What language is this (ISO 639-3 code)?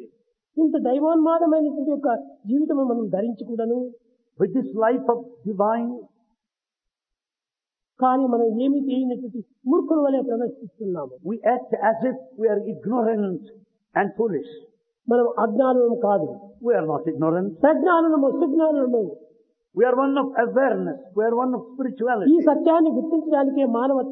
tel